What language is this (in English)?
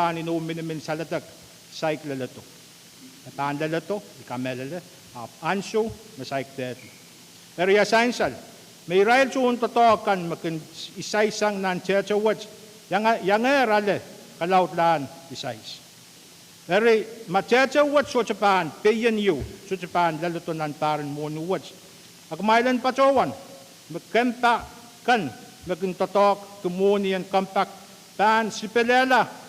Pohnpeian